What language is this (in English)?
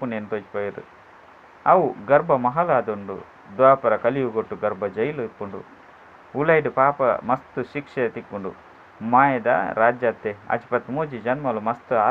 Tulu